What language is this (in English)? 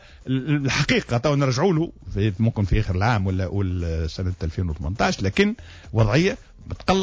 Tunisian Arabic